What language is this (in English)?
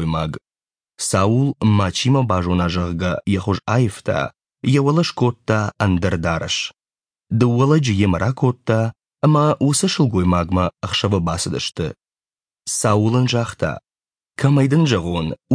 Ossetic